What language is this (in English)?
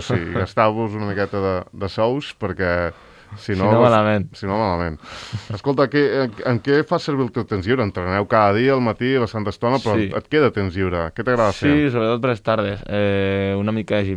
Catalan